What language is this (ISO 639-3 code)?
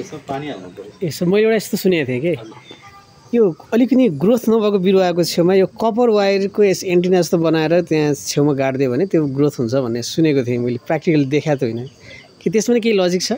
nep